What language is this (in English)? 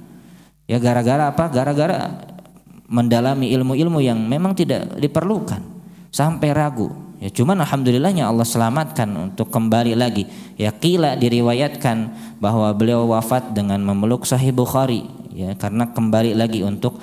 Indonesian